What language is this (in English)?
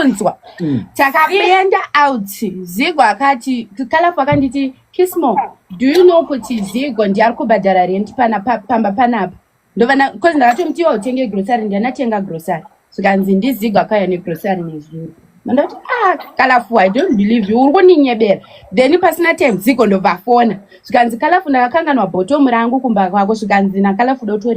Shona